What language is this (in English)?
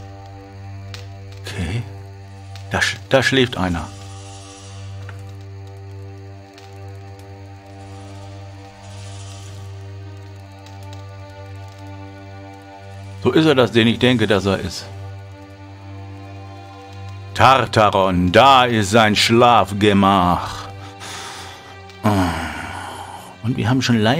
German